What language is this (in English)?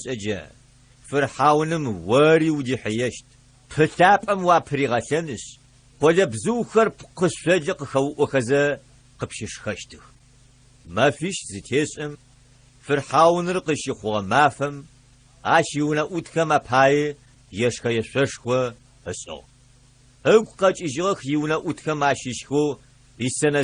Adyghe